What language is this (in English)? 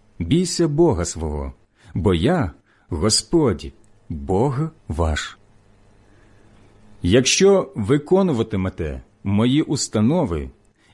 Ukrainian